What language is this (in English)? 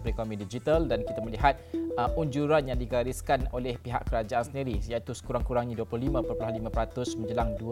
Malay